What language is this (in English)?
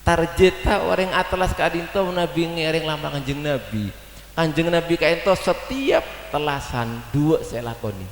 Madurese